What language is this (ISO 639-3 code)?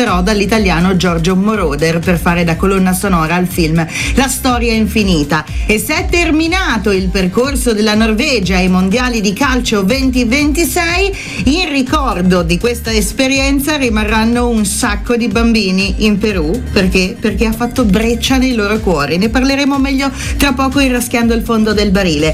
ita